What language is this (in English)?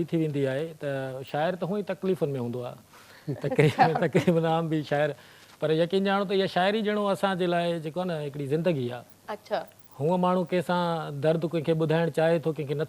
Sindhi